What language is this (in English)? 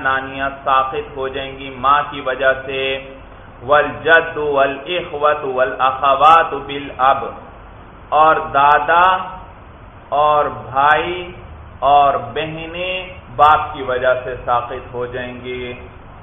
Urdu